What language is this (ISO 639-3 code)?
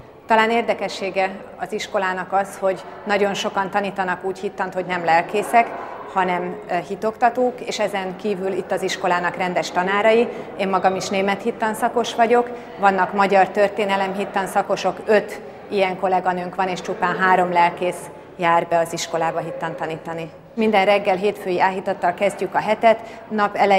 hun